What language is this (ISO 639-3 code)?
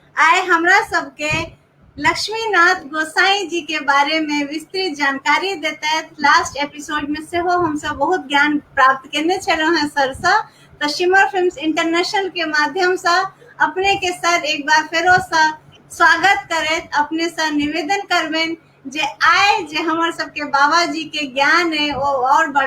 mai